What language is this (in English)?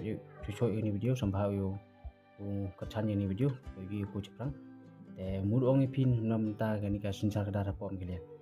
Khasi